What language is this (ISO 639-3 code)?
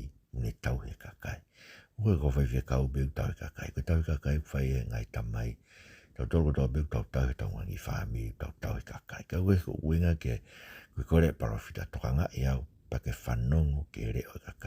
ton